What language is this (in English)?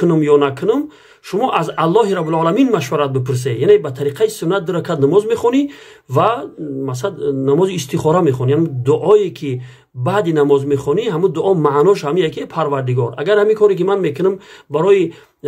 Tajik